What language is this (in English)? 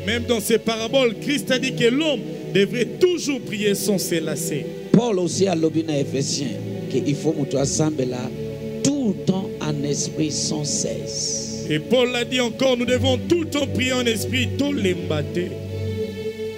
French